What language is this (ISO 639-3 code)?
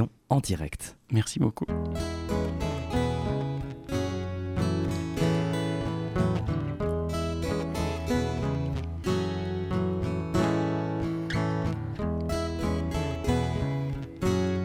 fra